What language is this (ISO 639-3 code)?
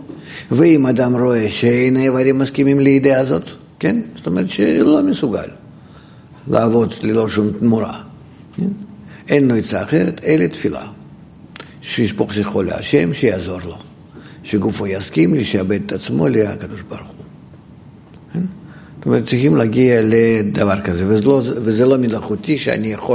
heb